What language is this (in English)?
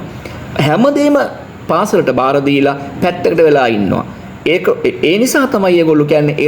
Sinhala